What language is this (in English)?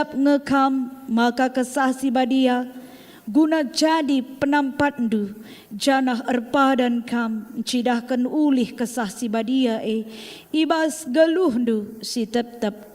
Batak Karo